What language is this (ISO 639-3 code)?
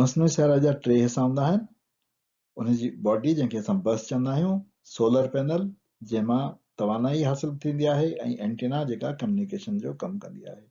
snd